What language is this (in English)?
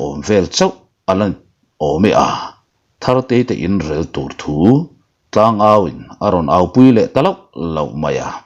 Mizo